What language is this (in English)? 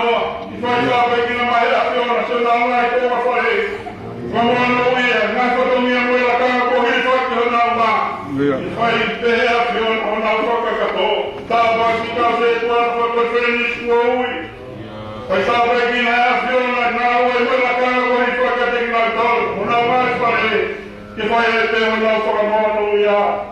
Tongan